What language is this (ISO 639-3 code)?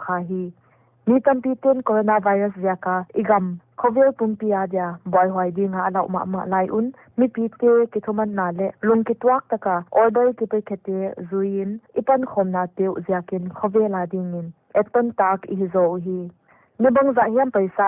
pck